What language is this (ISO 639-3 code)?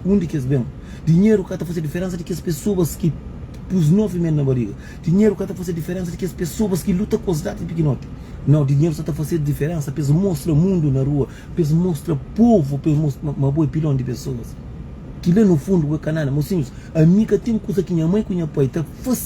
kea